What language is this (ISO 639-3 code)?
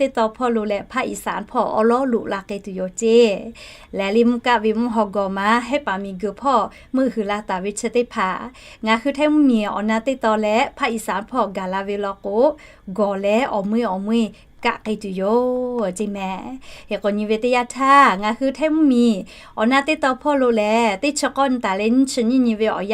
lhu